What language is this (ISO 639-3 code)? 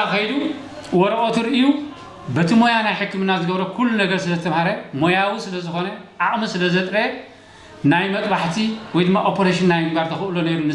tir